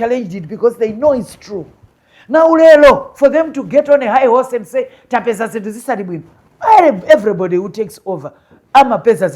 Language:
Nyanja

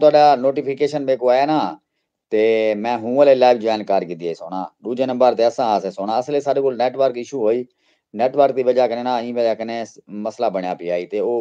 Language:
Saraiki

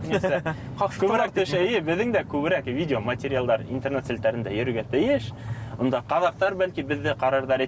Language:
Bashkir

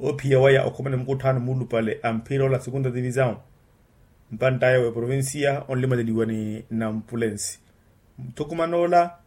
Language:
Makhuwa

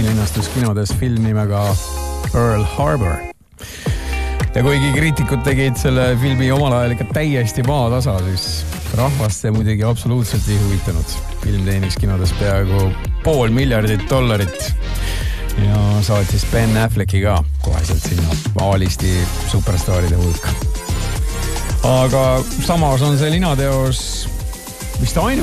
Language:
Estonian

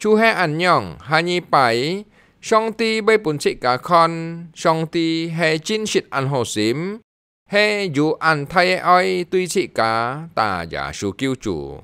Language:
Hakka Chinese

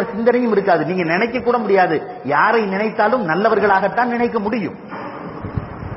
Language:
Tamil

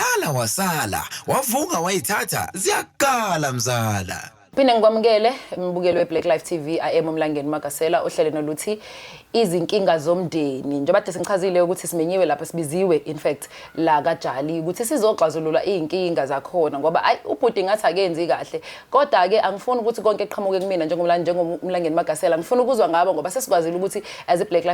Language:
Zulu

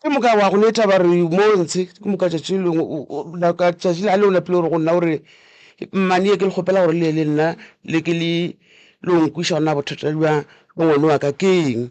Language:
Northern Sotho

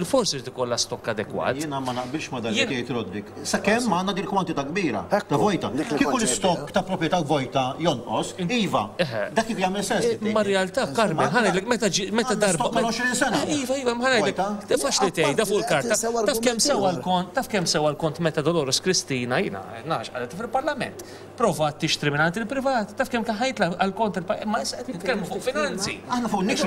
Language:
Maltese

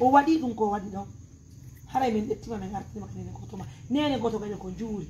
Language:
Pular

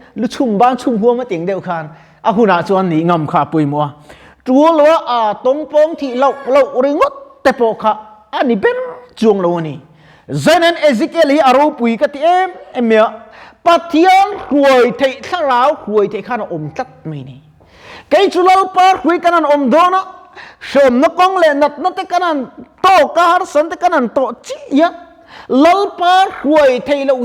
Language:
Mizo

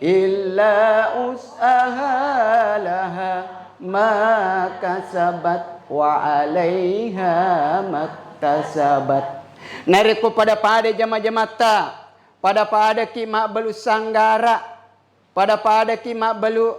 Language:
Buginese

